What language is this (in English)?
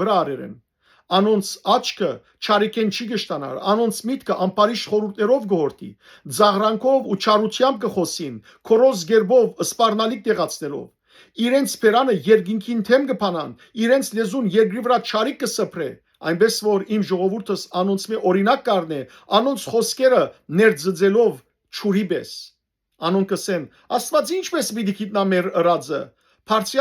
Western Armenian